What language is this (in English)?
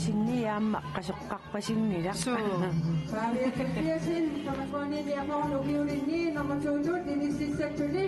Kalaallisut